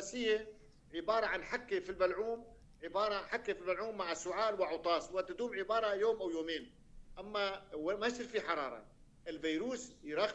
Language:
North Levantine Arabic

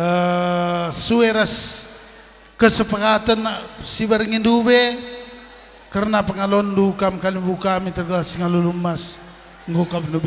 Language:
Batak Karo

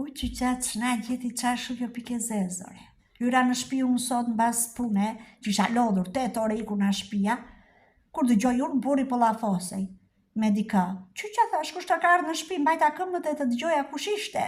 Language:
Albanian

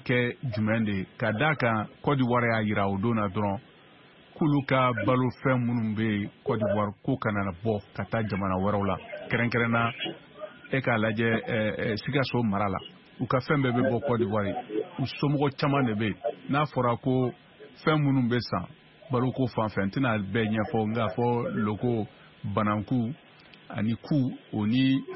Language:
Bambara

